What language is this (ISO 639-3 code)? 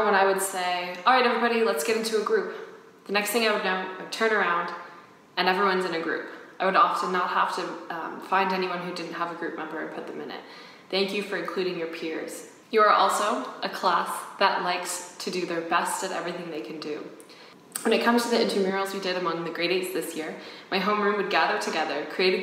eng